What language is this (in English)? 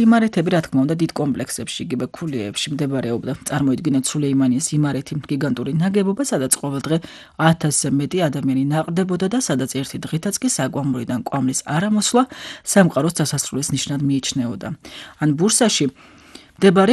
Georgian